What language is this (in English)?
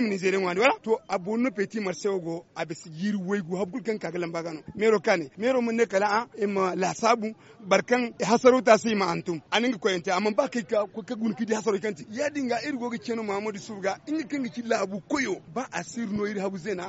Zarma